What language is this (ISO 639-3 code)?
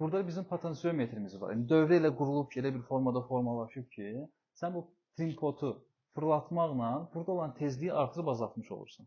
aze